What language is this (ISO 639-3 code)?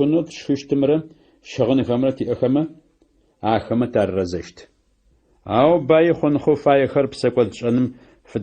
ady